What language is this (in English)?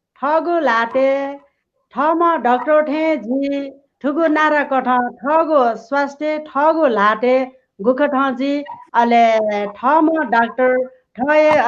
Newari